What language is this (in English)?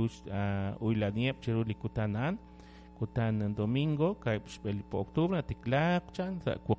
Kekchí